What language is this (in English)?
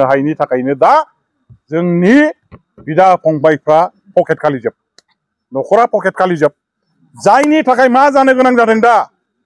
Bodo